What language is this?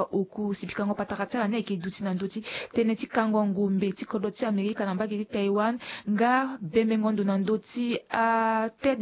Sango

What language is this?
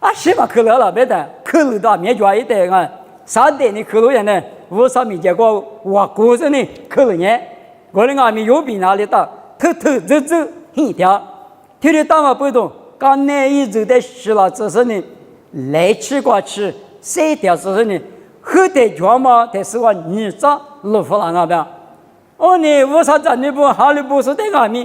Lisu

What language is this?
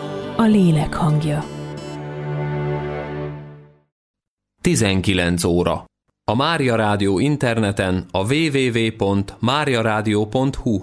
Hungarian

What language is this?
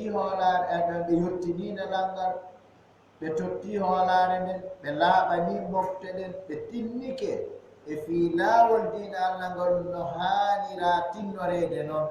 Fula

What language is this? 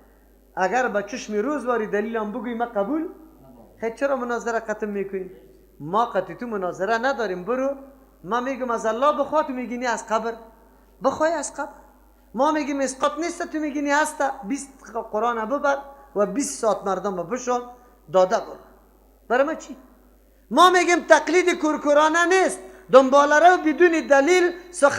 Persian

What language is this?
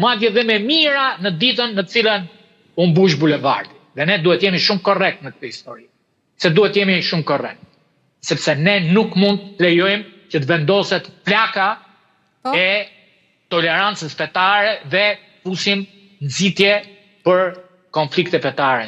Albanian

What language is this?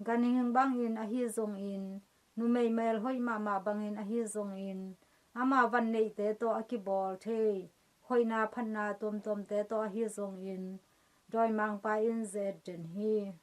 Tedim Chin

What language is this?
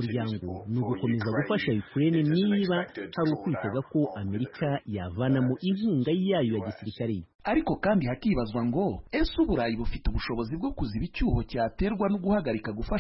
Kinyarwanda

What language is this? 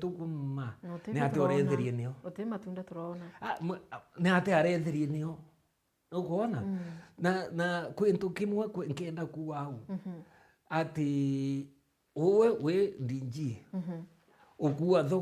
Meru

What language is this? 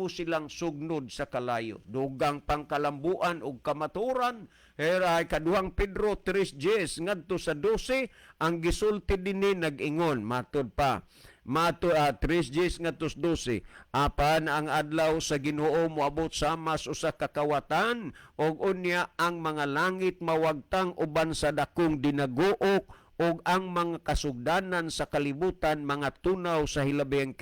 Cebuano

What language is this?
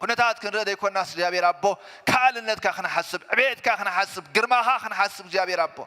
Tigrinya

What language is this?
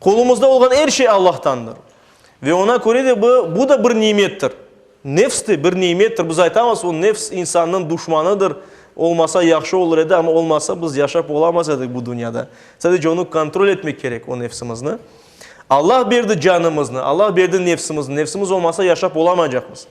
Crimean Tatar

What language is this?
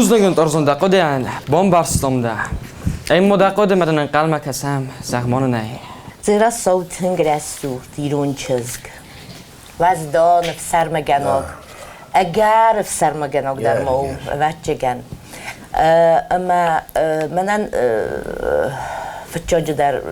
Ossetic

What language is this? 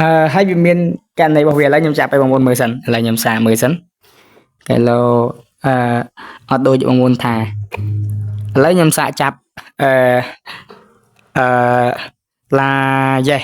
Khmer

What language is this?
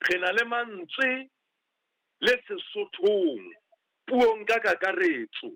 Southern Sotho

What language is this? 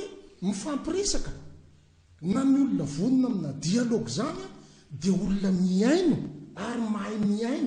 Malagasy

